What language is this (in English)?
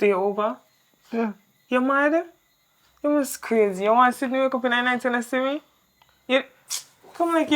Jamaican Creole English